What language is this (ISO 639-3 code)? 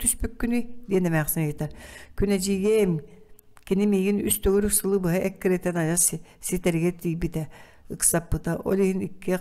sah